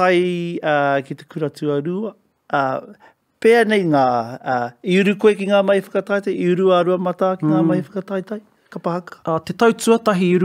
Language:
Māori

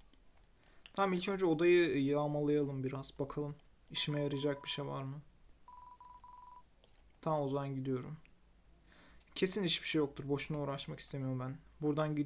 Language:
Turkish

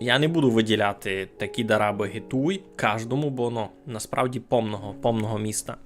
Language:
Rusyn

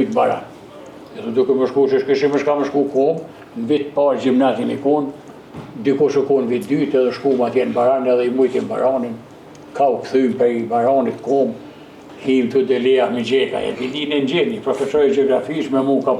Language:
Albanian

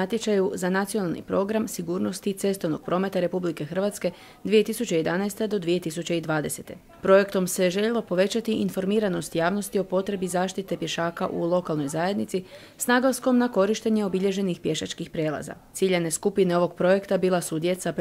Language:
Croatian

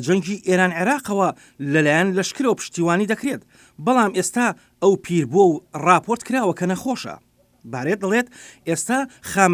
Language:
Central Kurdish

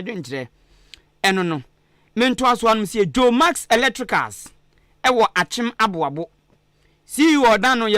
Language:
Akan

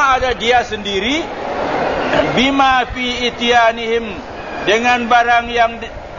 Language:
Malay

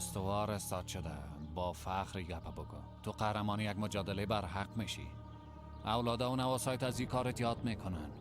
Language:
Persian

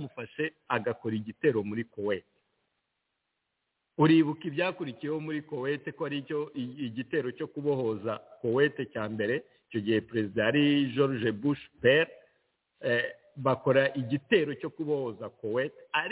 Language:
Kinyarwanda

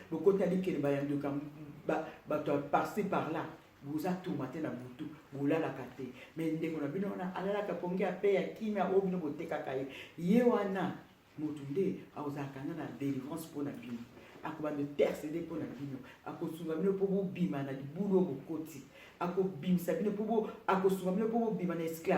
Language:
Lingala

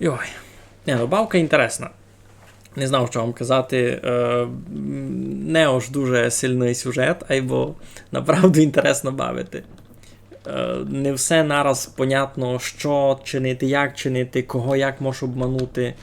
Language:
Rusyn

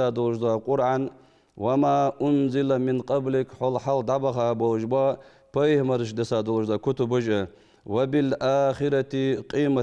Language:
Ingush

